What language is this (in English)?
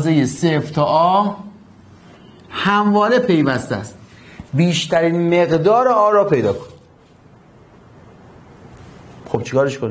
Persian